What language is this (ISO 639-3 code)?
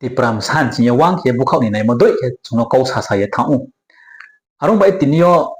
ria